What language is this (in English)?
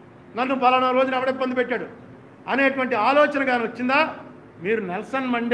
Telugu